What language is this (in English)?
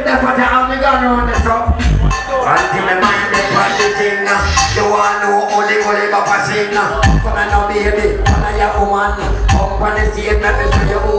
Jamaican Creole English